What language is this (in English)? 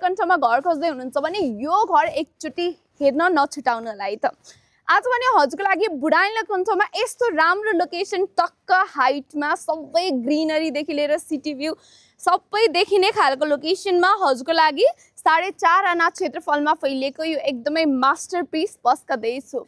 Nepali